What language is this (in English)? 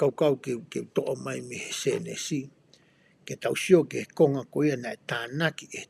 Tongan